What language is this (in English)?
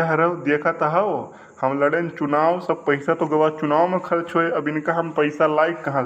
Awadhi